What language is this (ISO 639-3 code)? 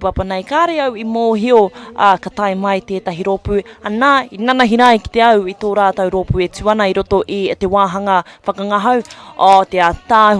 mri